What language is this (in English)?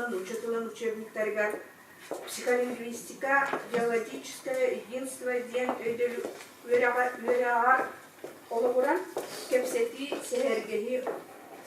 Yakut